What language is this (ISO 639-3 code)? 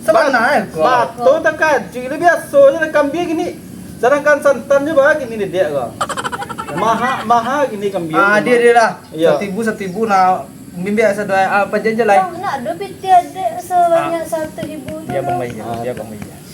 min